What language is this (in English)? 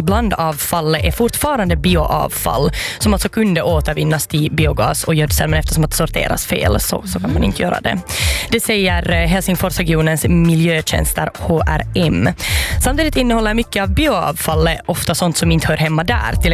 Swedish